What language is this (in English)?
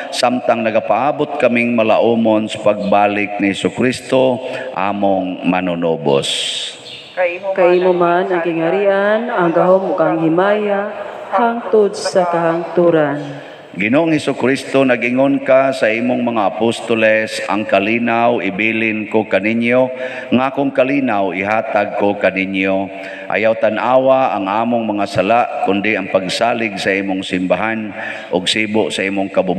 Cebuano